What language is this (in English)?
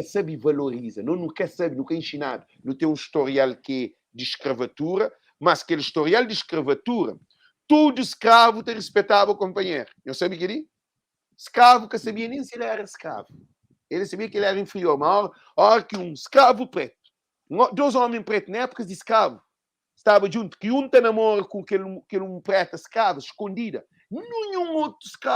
Kabuverdianu